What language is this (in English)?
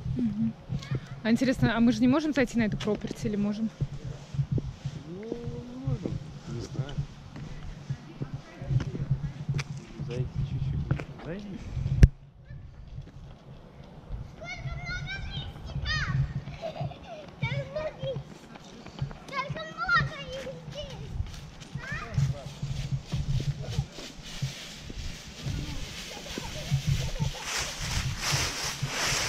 Russian